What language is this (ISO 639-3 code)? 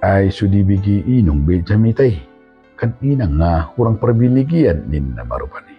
bbc